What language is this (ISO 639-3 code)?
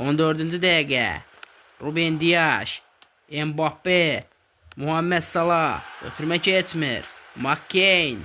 aze